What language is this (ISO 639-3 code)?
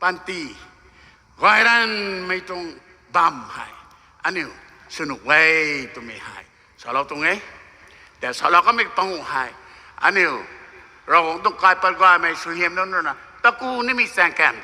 nbu